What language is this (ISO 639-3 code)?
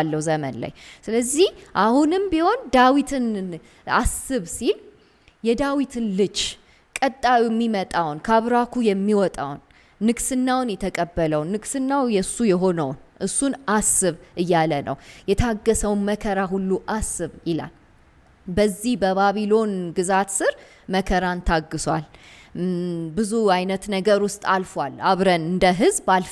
amh